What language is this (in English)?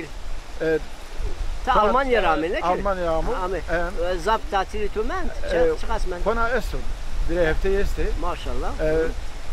Zaza